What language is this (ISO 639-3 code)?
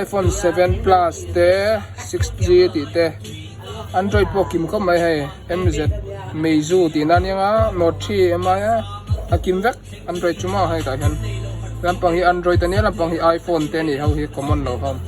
lus